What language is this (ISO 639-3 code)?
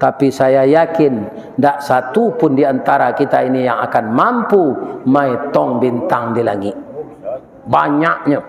min